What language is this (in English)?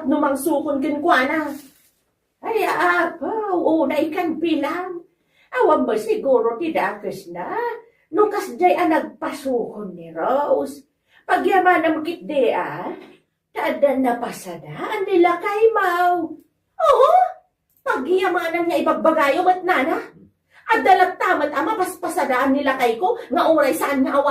Iloko